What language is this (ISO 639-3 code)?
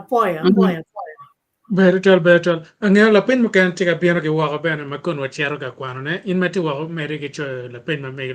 ach